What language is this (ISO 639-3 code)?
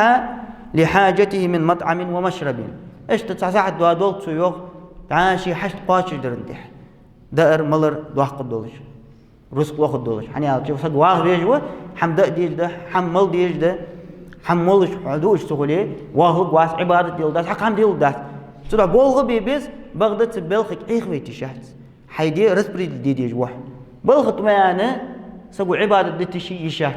inh